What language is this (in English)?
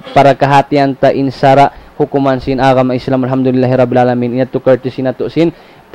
Tausug